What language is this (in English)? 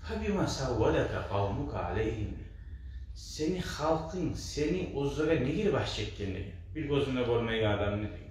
Kumyk